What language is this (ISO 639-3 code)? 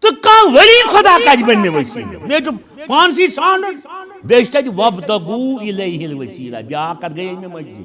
kas